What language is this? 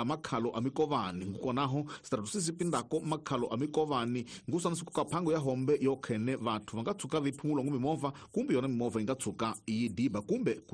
Tsonga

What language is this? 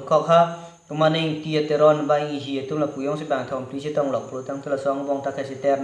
Karbi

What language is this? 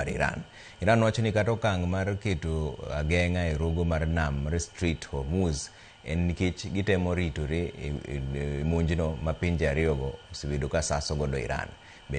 Luo (Kenya and Tanzania)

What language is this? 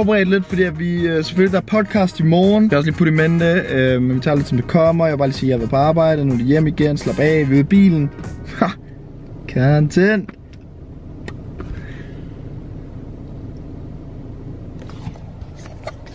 Danish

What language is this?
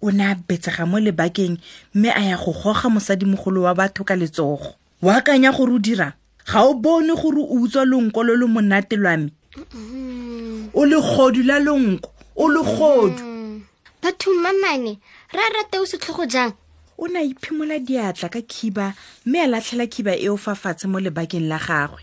Tswana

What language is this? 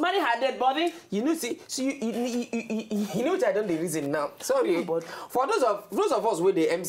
Nigerian Pidgin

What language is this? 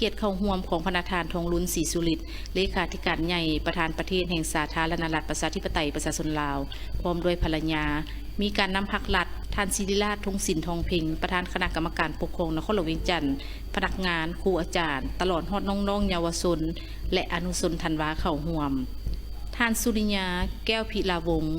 Lao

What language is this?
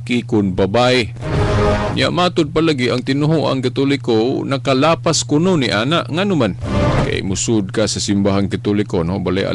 Cebuano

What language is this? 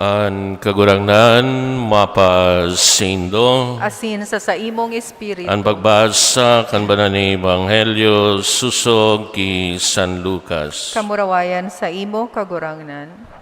Bikol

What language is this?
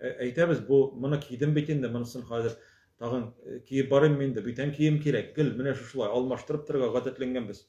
Tatar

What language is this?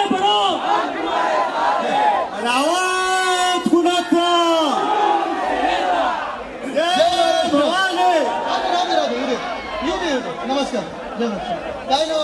Marathi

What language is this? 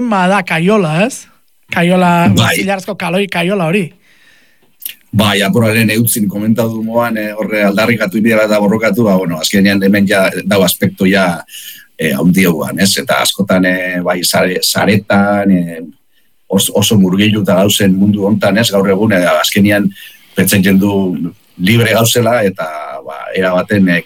Basque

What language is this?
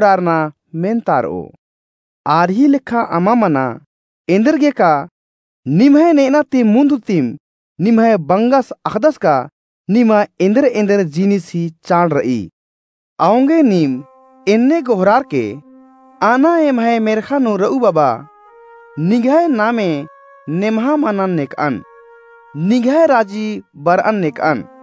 Kurukh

